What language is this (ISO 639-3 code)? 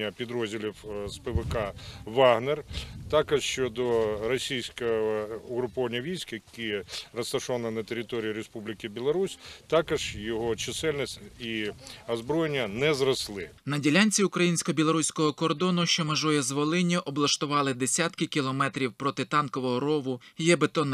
ukr